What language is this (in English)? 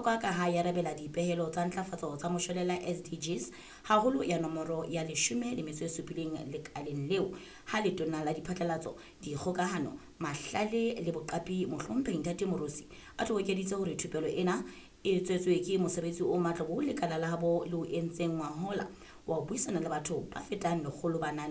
Southern Sotho